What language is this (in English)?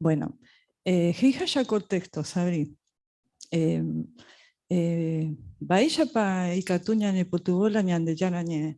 Guarani